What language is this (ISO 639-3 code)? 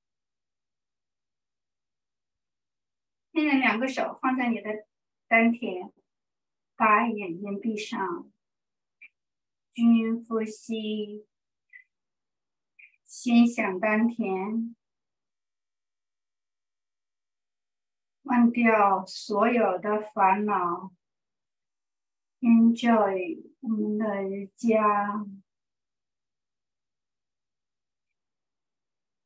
zho